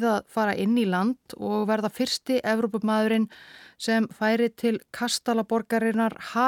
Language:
Icelandic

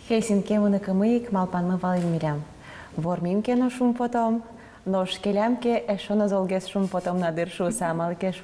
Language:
Udmurt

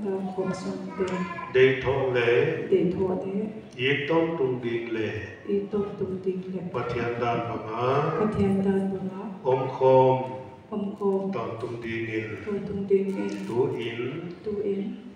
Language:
Paite Chin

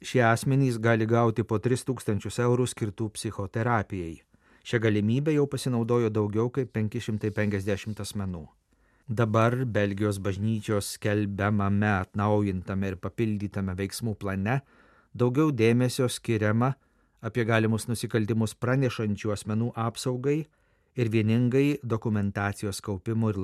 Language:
Lithuanian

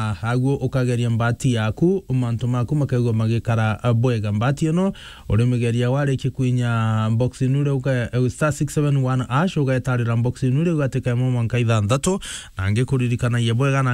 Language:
Meru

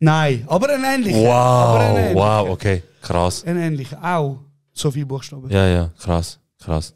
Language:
Swiss German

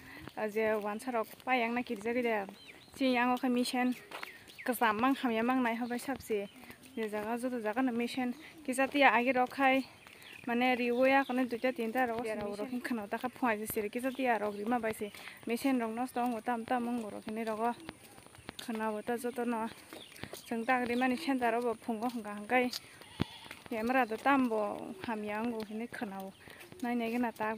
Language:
Kok Borok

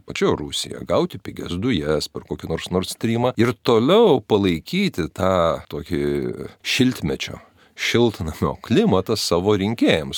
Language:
Lithuanian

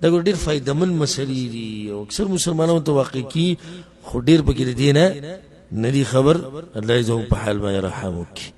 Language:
Pashto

